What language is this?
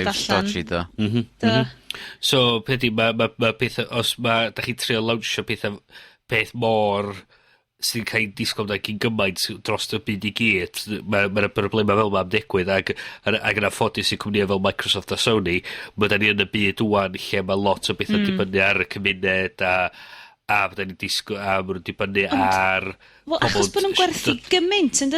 Welsh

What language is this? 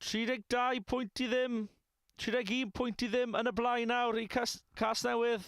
Welsh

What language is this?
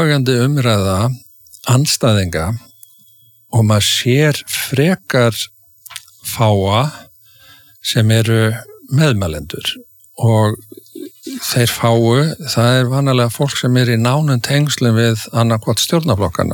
Icelandic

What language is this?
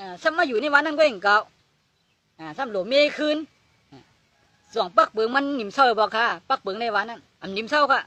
Shan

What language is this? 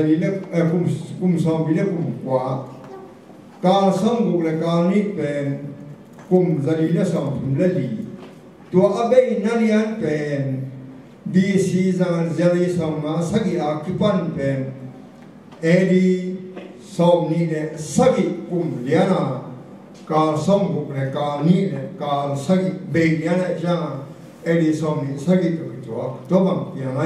Tedim Chin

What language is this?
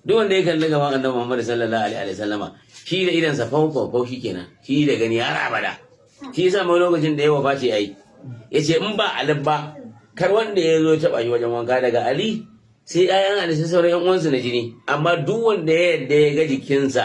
Hausa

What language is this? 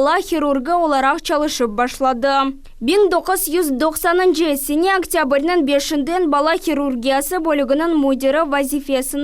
Crimean Tatar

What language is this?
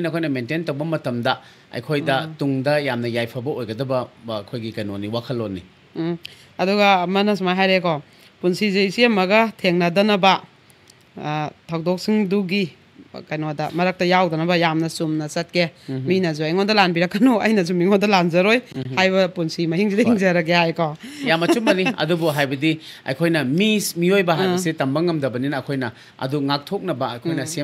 Manipuri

